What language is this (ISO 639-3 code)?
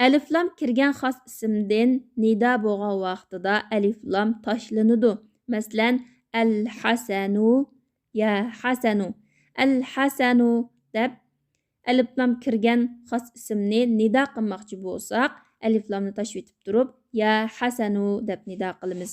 uig